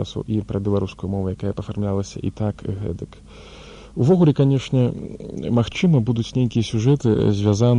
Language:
Belarusian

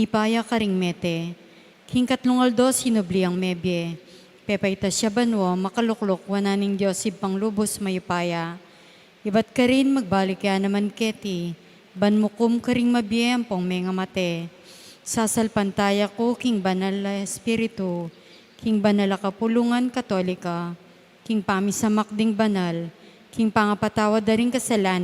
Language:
Pampanga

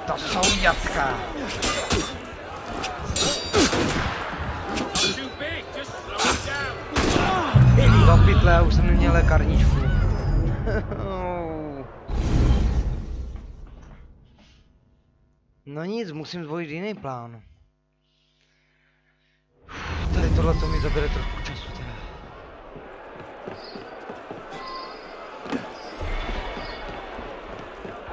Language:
Czech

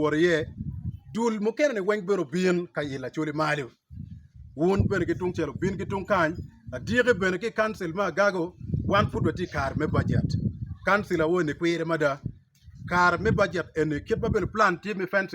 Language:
Acoli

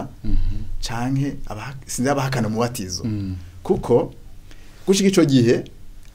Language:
Rundi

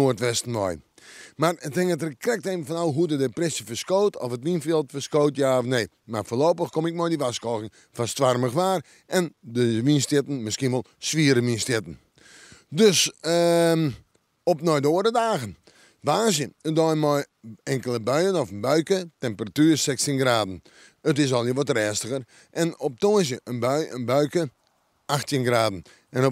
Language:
Western Frisian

